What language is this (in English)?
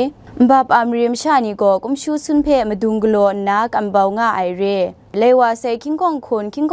Kachin